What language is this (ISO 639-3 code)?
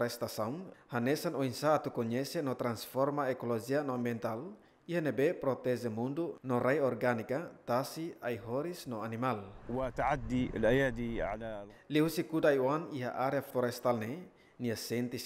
tet